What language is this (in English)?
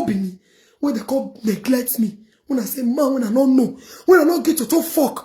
Nigerian Pidgin